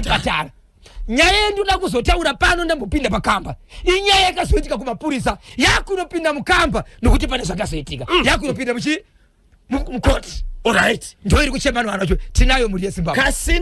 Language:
Shona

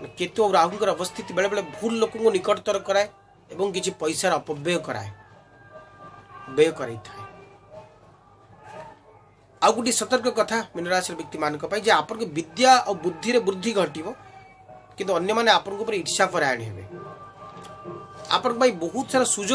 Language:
Odia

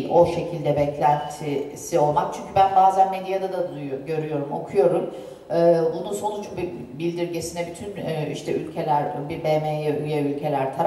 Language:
Turkish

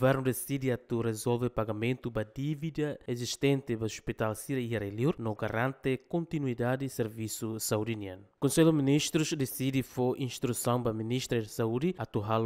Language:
Tetum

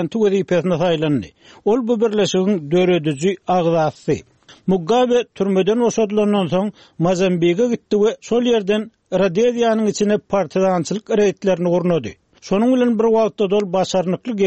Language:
Turkmen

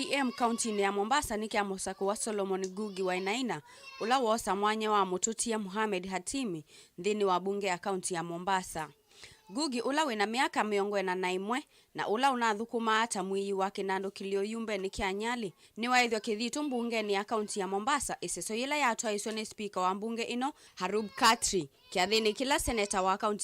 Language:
Kamba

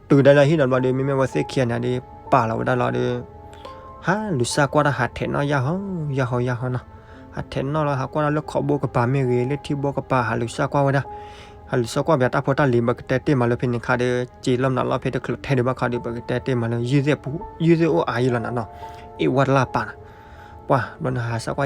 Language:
S'gaw Karen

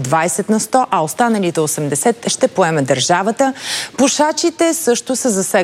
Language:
Bulgarian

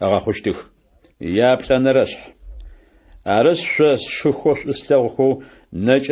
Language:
Adyghe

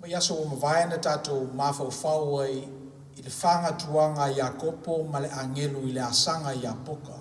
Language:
Samoan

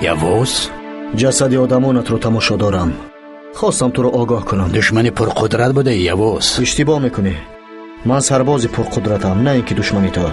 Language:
Tajik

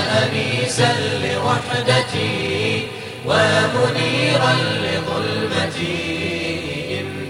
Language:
Bosnian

